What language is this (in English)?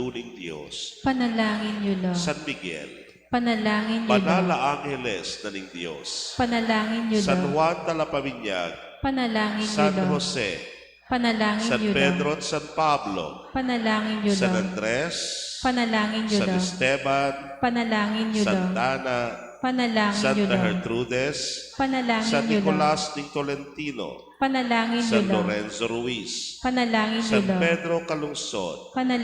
Pampanga